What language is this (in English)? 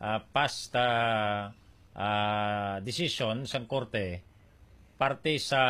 Hiligaynon